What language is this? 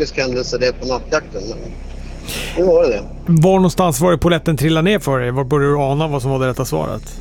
Swedish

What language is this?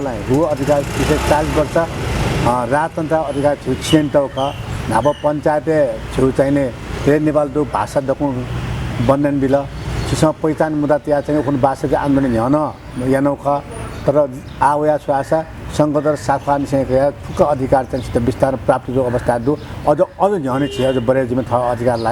Newari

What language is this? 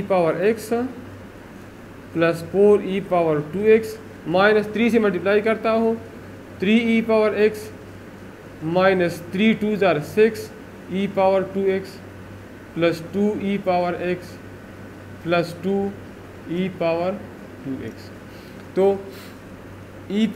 Hindi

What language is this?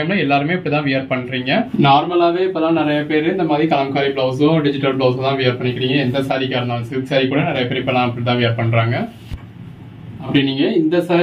Tamil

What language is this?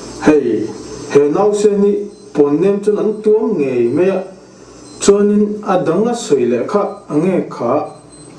Mizo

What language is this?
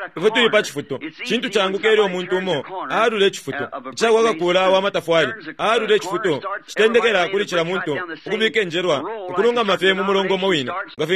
Bemba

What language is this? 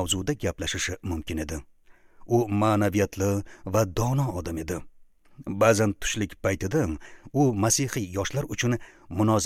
Uzbek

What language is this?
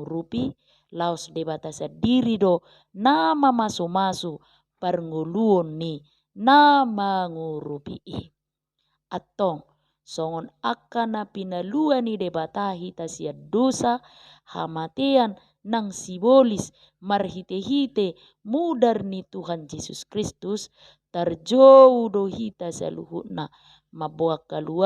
Batak Toba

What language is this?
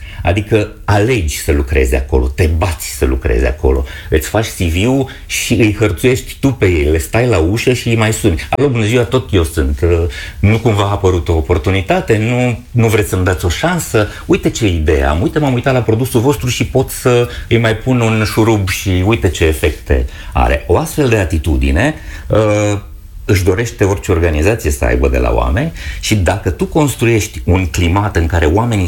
Romanian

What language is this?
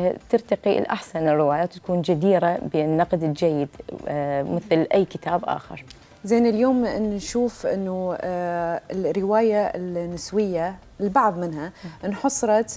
Mesopotamian Arabic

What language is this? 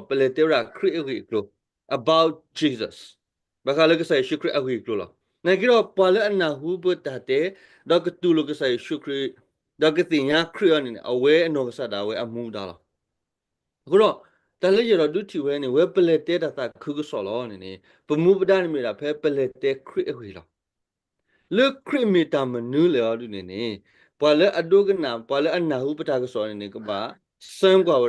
S'gaw Karen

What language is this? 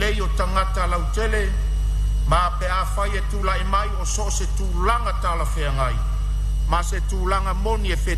Samoan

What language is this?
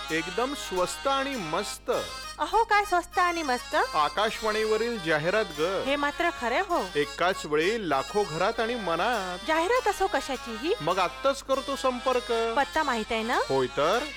Marathi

